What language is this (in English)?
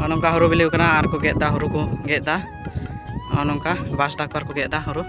Santali